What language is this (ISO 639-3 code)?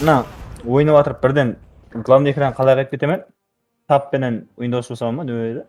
kaa